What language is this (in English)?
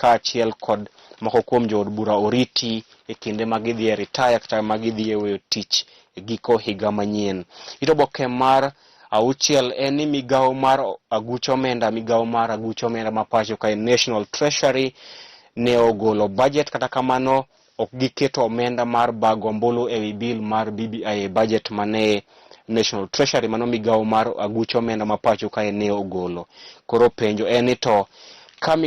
Luo (Kenya and Tanzania)